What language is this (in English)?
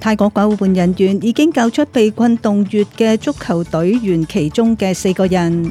Cantonese